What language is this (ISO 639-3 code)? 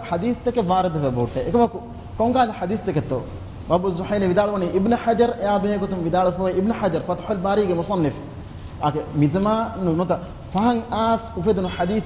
div